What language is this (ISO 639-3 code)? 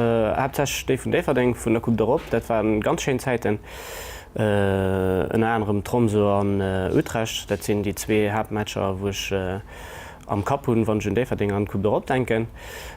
ltz